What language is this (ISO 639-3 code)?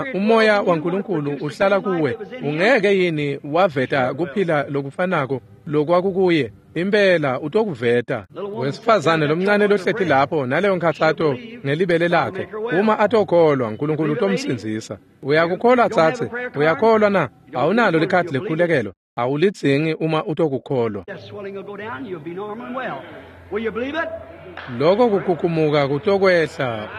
ssw